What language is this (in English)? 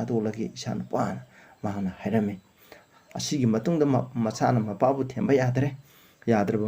Manipuri